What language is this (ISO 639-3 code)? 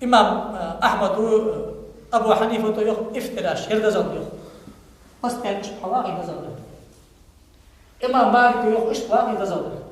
inh